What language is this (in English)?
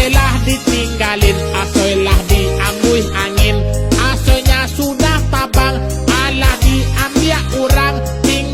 Minangkabau